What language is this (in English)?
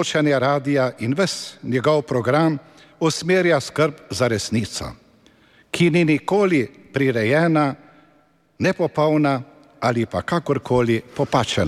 Slovenian